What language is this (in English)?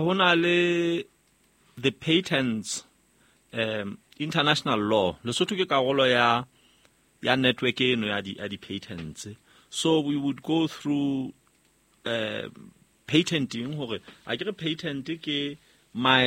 Southern Sotho